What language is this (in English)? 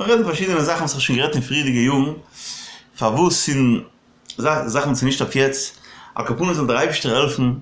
Yiddish